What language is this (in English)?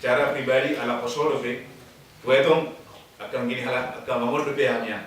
Batak Toba